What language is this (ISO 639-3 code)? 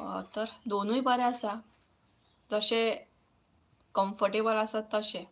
kok